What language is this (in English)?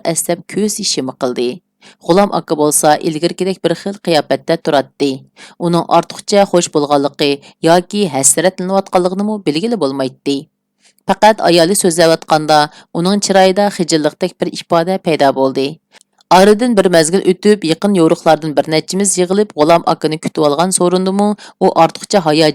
Uyghur